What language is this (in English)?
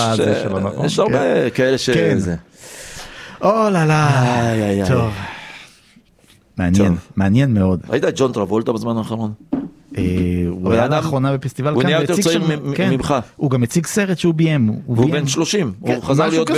Hebrew